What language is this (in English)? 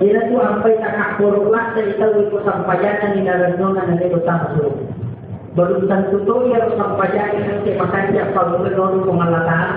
Buginese